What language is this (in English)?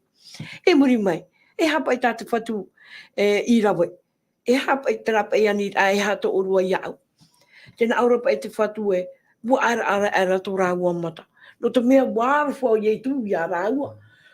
Tahitian